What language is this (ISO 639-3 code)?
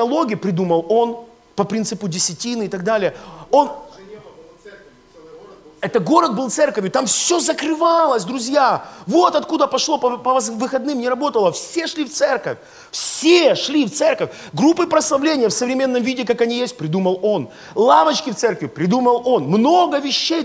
rus